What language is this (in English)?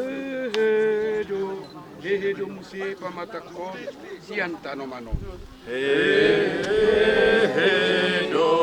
Batak Toba